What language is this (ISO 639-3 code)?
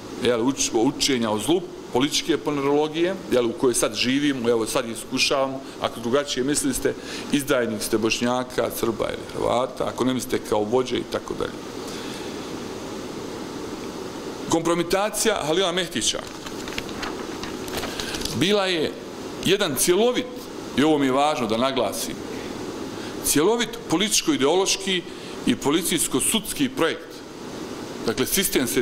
bos